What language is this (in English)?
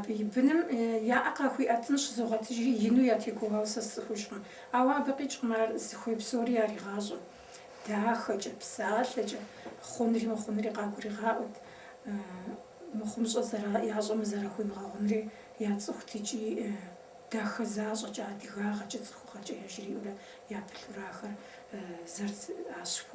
Kabardian